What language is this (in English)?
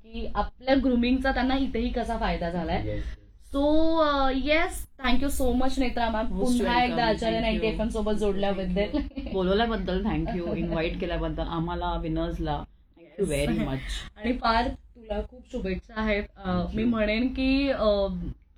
Marathi